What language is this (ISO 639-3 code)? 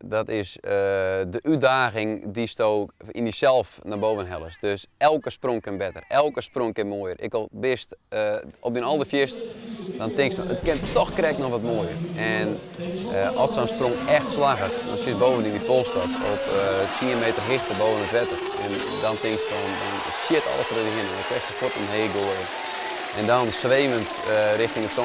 fry